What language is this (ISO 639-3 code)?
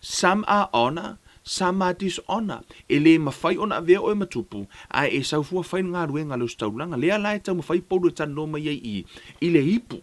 smo